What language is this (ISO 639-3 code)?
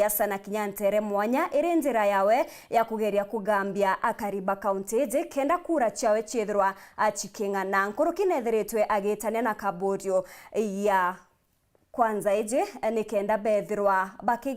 mer